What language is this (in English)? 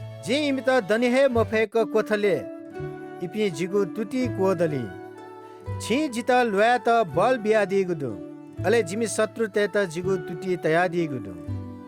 Newari